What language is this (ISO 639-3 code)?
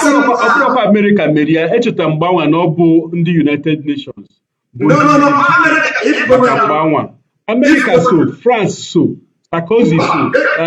ibo